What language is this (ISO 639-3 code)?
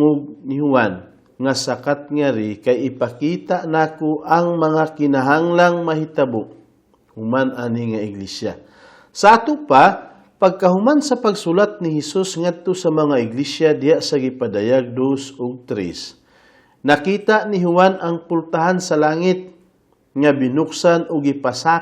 ceb